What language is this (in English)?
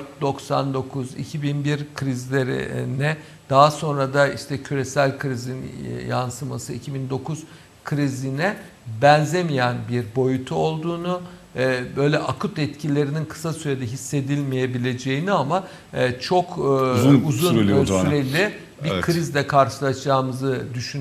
Turkish